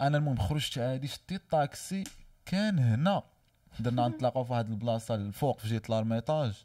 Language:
Moroccan Arabic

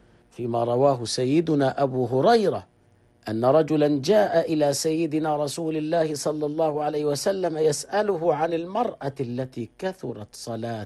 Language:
Arabic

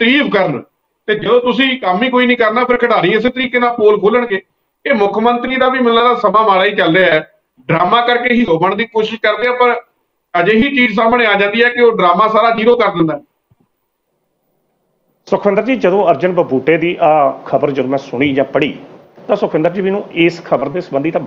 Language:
Punjabi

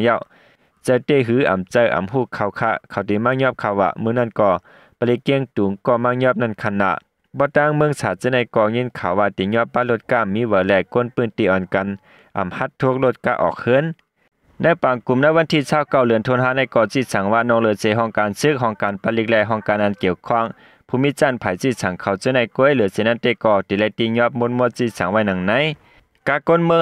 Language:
Shan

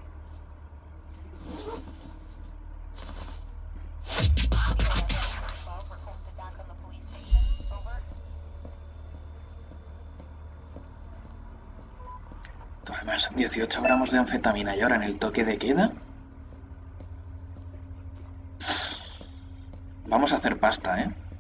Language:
Spanish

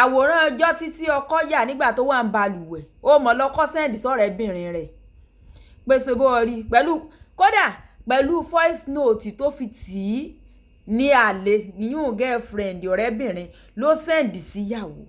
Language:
Yoruba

